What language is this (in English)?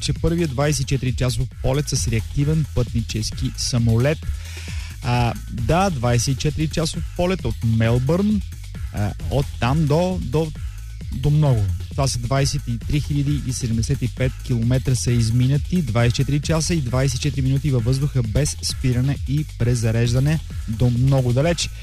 Bulgarian